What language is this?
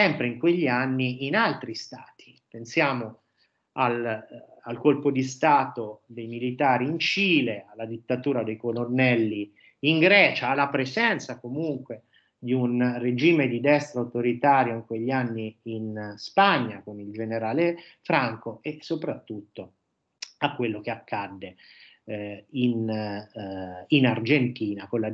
Italian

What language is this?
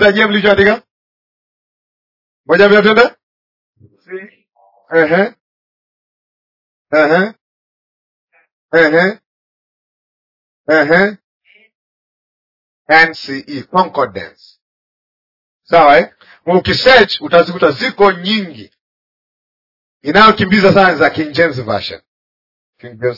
Swahili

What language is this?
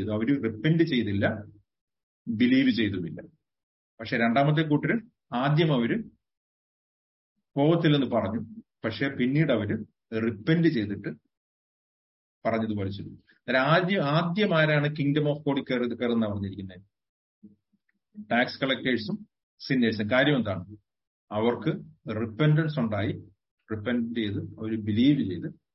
Malayalam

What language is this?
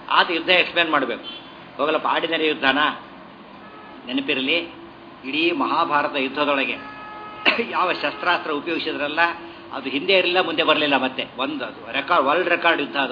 Kannada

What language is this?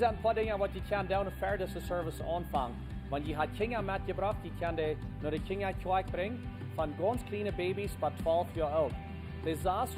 Plautdietsch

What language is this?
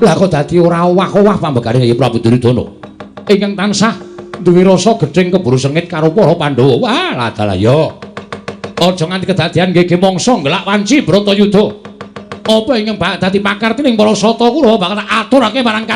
Javanese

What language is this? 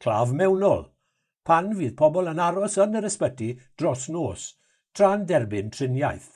Welsh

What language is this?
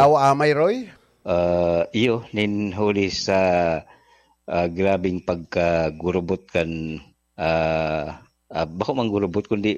Bikol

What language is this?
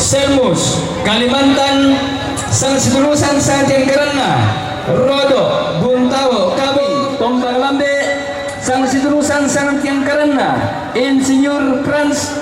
Toraja-Sa'dan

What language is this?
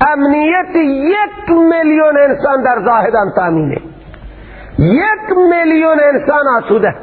Persian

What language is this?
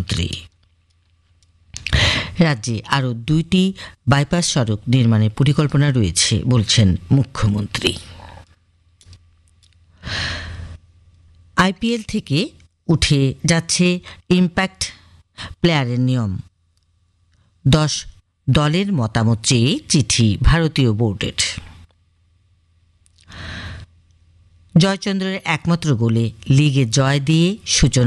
Bangla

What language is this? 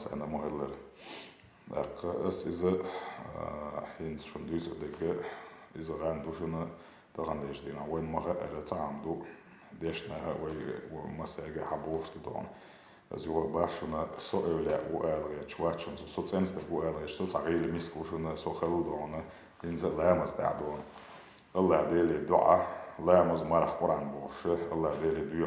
Chechen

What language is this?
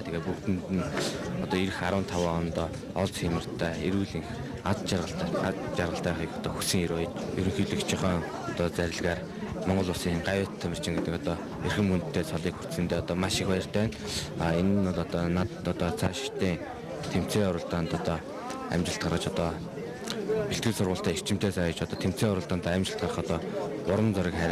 Mongolian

